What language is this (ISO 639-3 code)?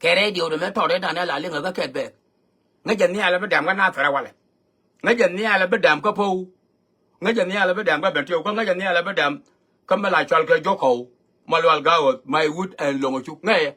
nus